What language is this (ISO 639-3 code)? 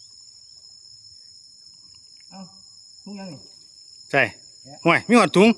lao